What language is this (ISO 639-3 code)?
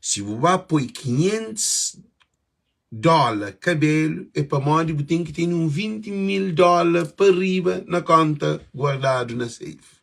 kea